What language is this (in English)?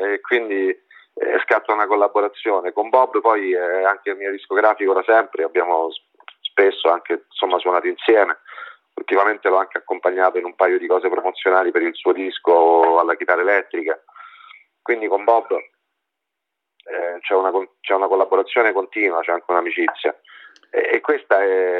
Italian